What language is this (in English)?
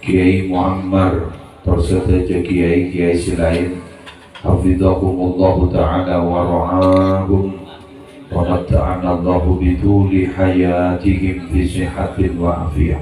Madurese